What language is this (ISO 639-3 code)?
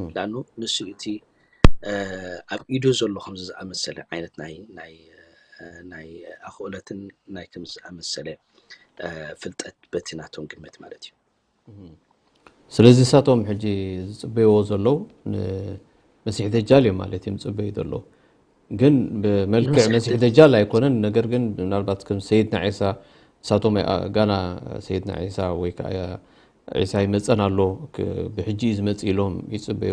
tir